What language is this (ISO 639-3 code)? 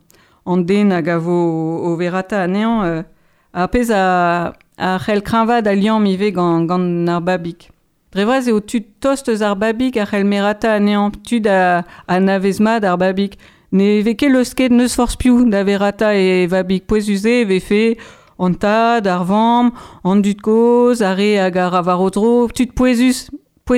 bre